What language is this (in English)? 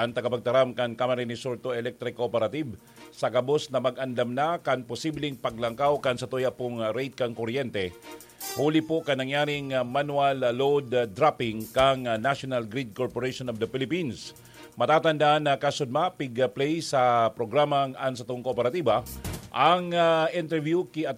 Bikol